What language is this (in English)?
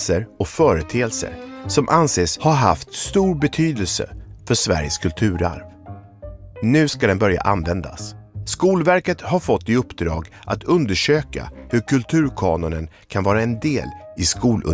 Swedish